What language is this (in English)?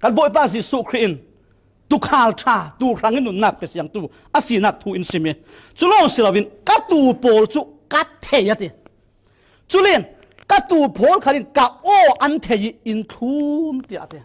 Falam Chin